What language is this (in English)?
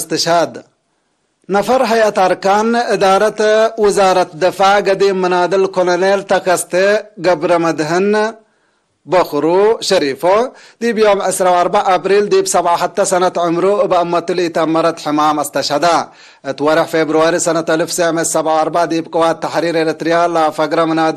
Tigre